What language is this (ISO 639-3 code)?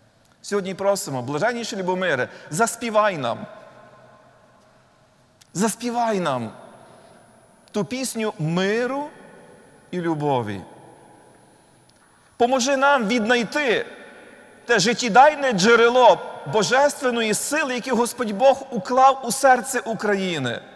ukr